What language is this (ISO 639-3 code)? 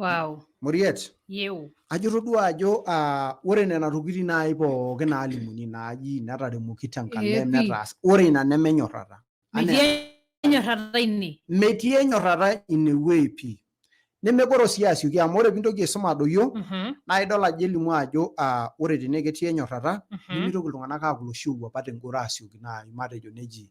mas